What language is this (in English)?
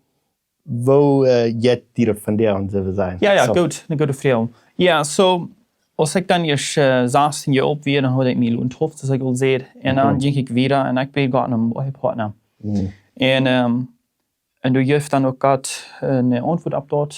Plautdietsch